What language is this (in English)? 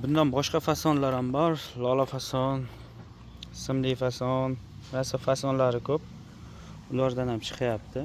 Uzbek